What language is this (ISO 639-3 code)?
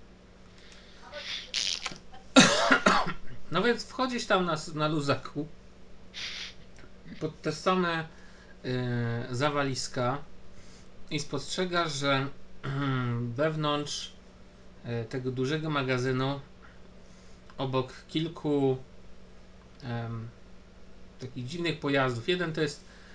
pol